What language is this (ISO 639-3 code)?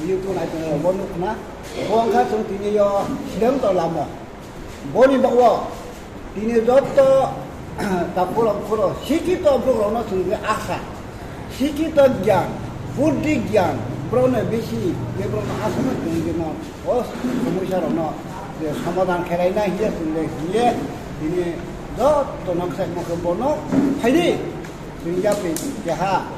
ria